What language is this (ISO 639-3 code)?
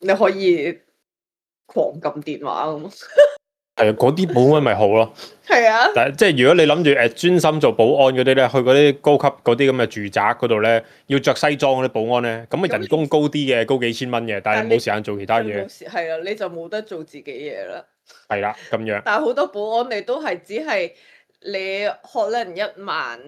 yue